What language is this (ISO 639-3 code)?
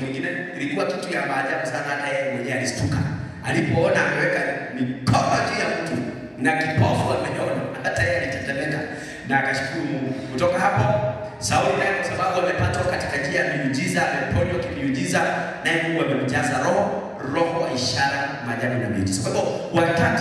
swa